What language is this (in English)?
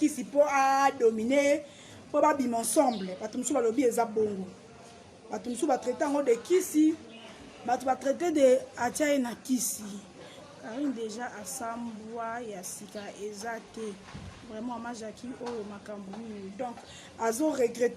Lingala